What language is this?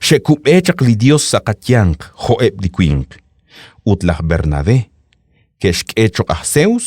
Kekchí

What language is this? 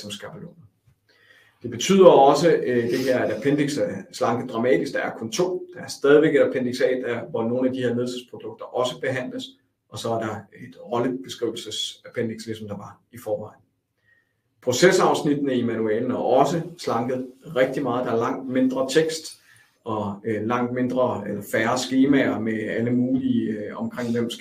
Danish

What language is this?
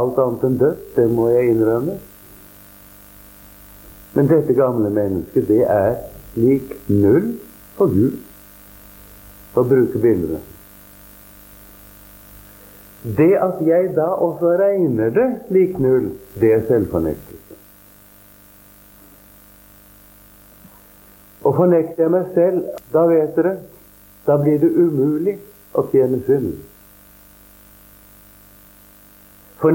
Norwegian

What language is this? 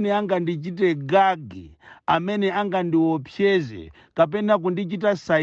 Nyanja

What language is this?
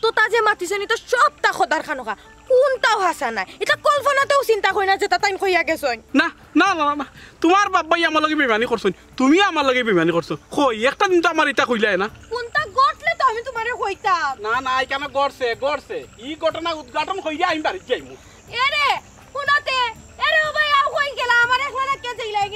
Sylheti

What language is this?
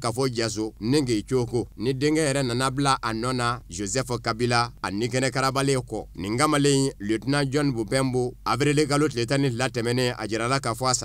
Bambara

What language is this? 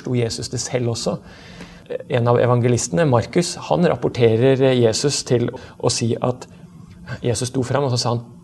Norwegian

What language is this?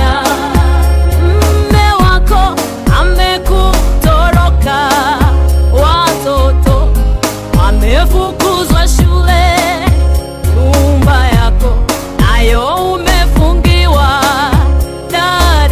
Swahili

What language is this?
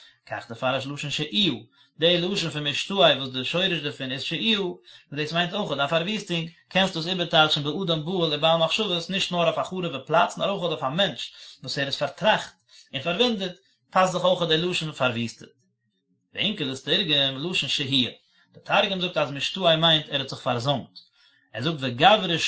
Yiddish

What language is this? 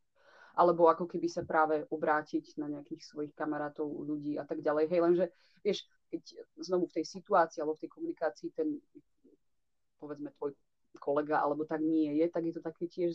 Slovak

